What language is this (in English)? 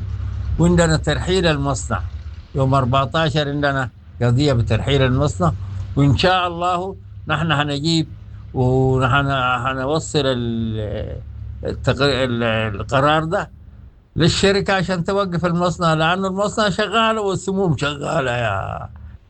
Sudanese Arabic